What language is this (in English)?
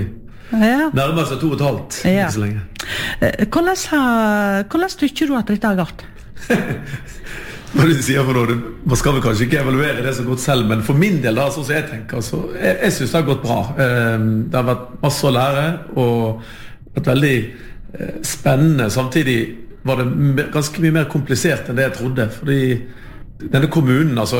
Norwegian